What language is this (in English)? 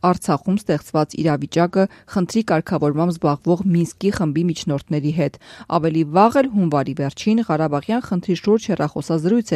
Armenian